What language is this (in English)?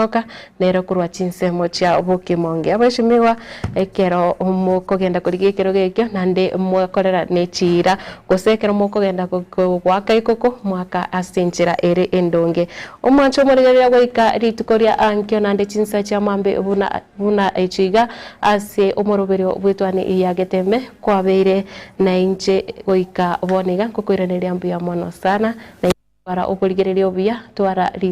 Gusii